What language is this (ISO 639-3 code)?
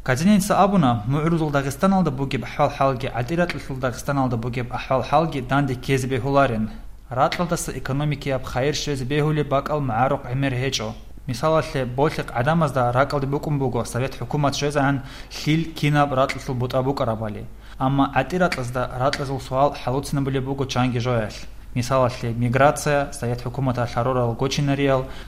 ava